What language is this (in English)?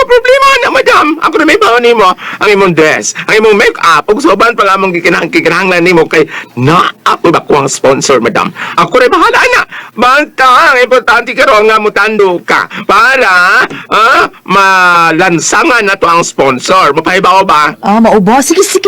Cebuano